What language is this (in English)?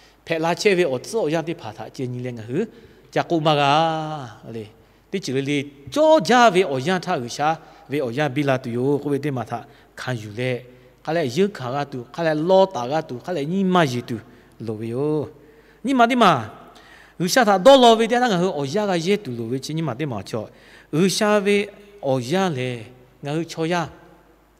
Lahu